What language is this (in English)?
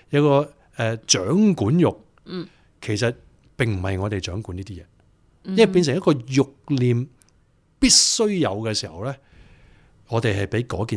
Cantonese